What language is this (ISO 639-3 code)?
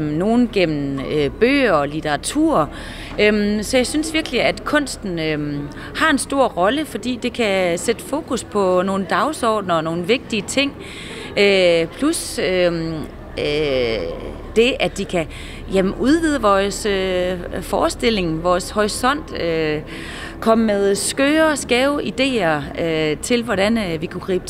dan